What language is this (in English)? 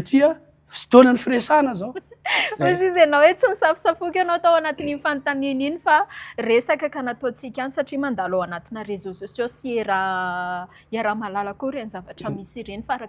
Malagasy